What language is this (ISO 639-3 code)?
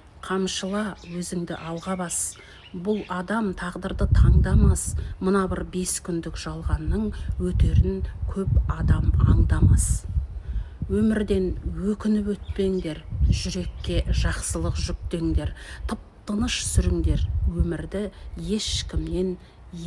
kaz